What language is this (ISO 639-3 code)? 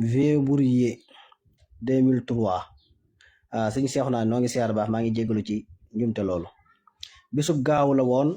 wol